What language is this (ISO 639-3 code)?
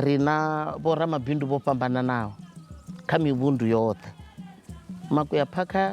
ven